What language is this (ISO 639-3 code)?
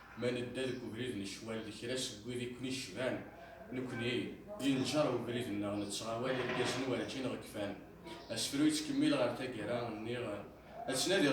kab